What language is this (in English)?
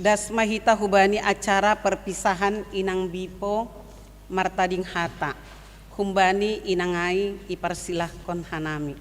Batak Simalungun